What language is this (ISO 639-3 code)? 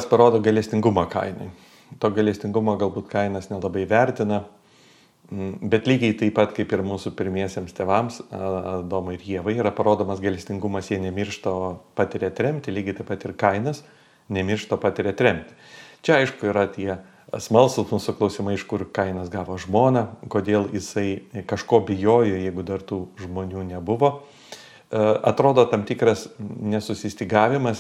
lit